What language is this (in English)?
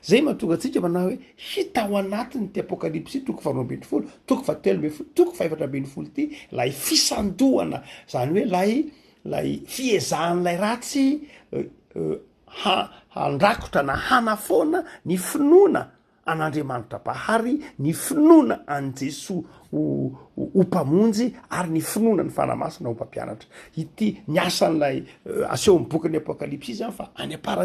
Malagasy